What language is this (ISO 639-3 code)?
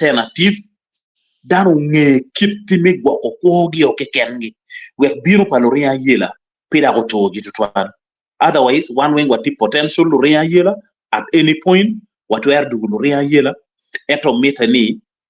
ach